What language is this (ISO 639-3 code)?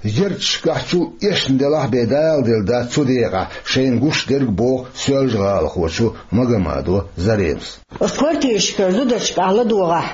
che